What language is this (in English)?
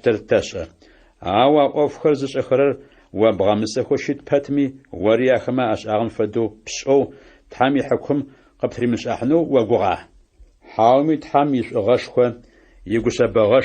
Adyghe